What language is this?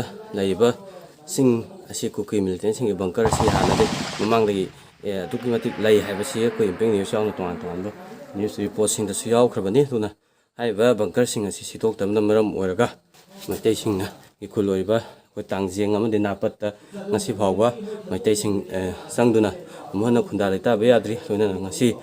Manipuri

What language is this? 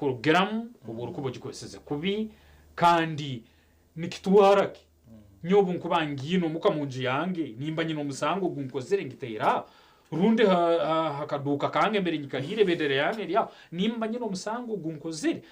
Nyankole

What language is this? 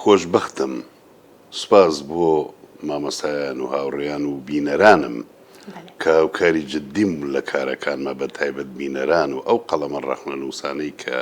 Central Kurdish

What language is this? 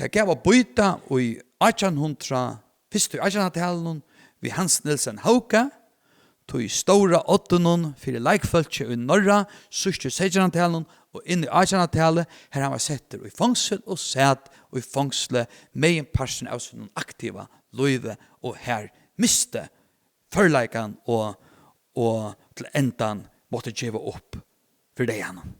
Faroese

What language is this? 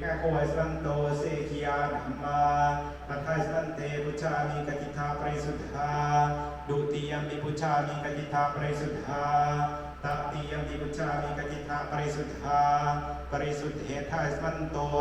Pali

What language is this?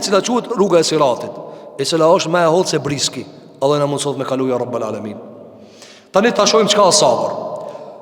Albanian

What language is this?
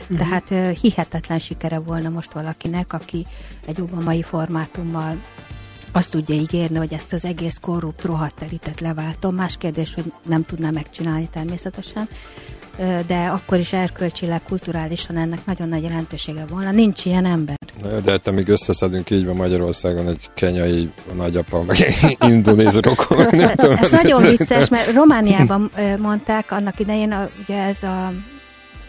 Hungarian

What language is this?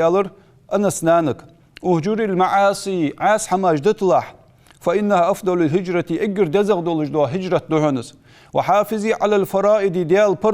Ingush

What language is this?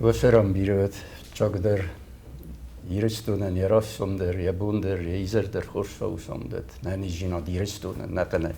Ossetic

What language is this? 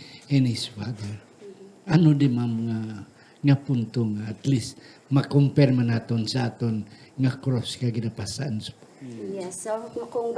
Hiligaynon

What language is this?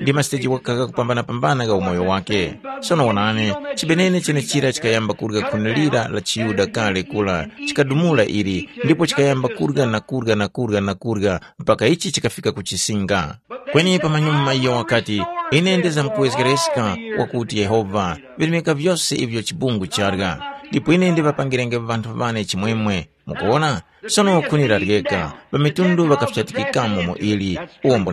Tumbuka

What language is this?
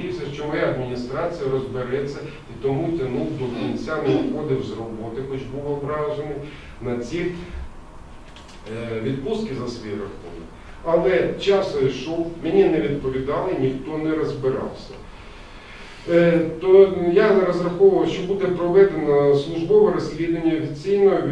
Ukrainian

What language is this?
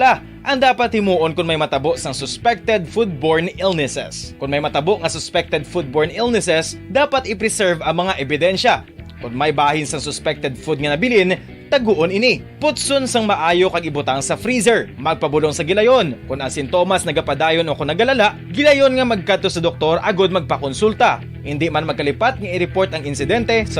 Hiligaynon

